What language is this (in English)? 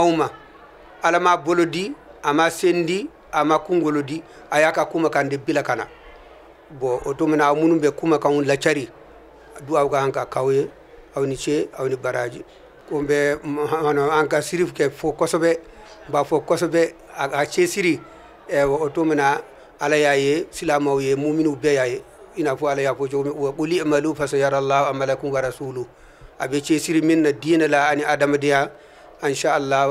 Bambara